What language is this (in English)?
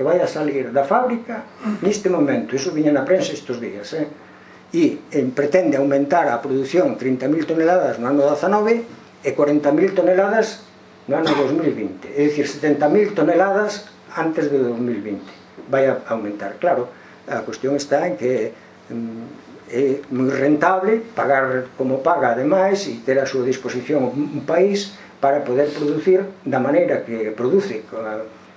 Galician